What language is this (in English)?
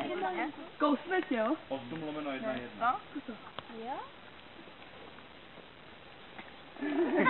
Czech